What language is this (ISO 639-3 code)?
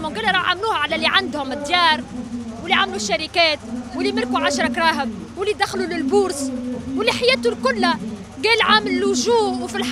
aeb